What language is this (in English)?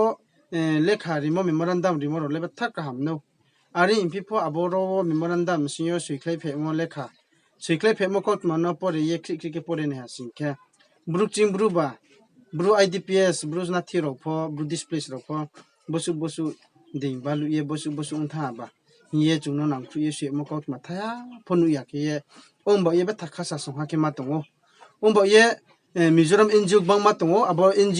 Riang (India)